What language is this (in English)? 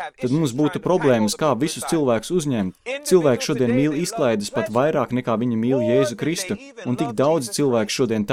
Latvian